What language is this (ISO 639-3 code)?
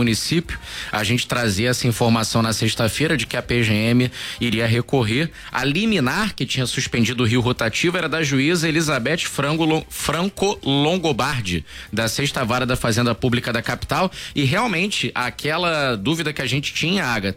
por